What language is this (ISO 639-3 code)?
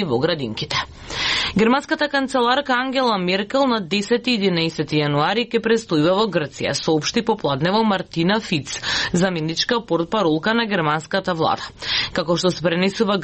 mkd